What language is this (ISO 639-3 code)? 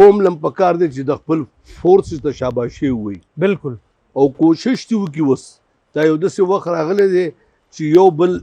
pus